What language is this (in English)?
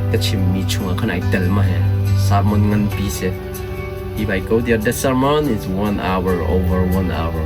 Hakha Chin